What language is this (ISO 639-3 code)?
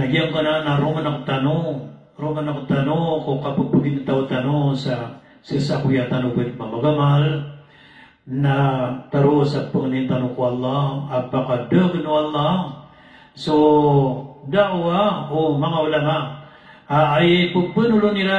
mrw